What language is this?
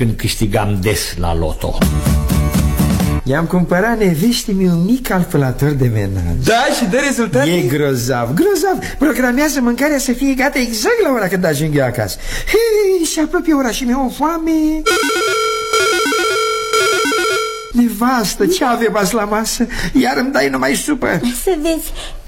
Romanian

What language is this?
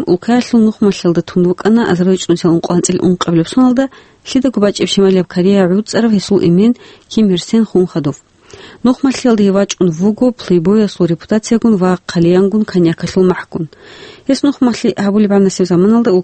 Avaric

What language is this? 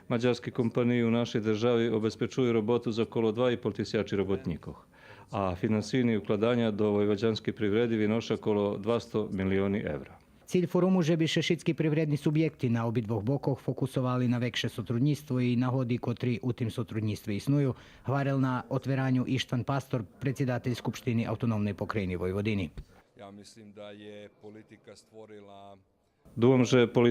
Rusyn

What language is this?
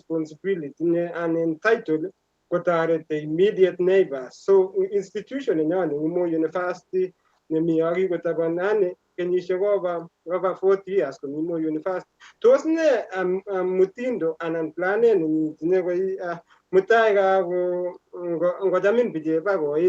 Kalenjin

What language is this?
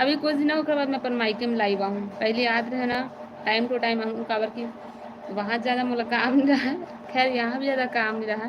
Chhattisgarhi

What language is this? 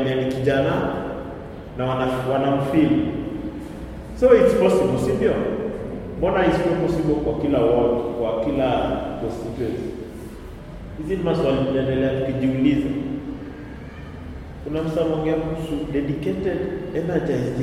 Swahili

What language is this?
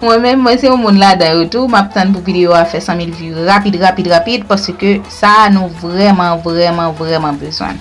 Haitian Creole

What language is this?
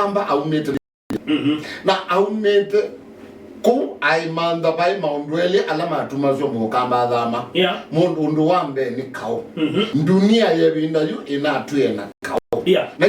Kamba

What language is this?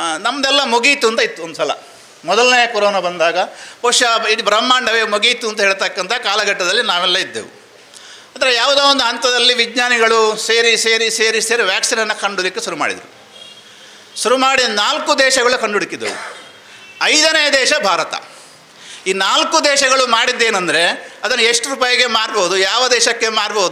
Kannada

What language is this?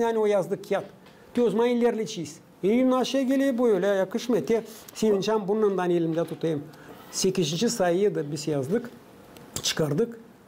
Gagauz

